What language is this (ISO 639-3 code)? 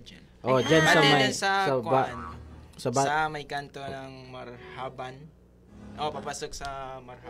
fil